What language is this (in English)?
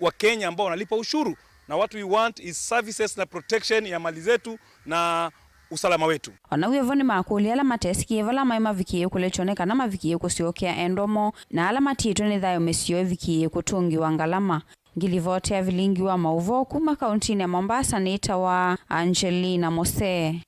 Kamba